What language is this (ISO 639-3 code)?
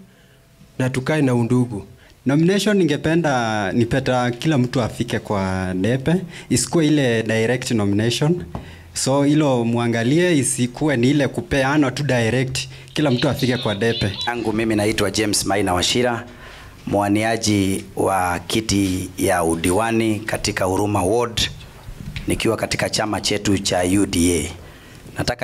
swa